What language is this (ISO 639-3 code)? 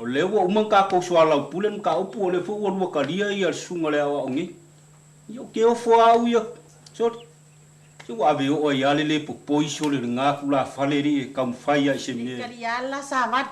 smo